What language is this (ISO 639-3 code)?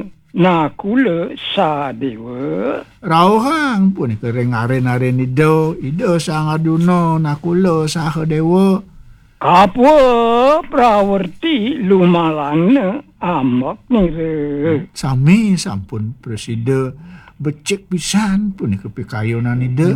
ban